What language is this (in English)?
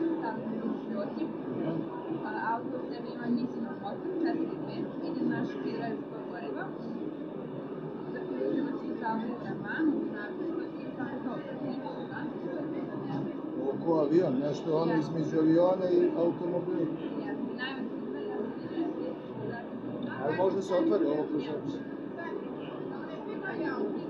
Serbian